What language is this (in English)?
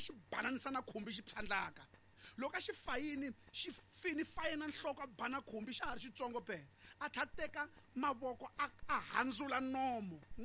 Tsonga